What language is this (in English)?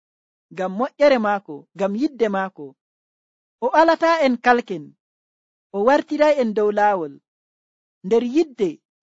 Nigerian Fulfulde